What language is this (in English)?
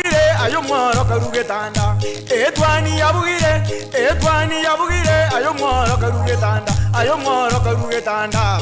Gusii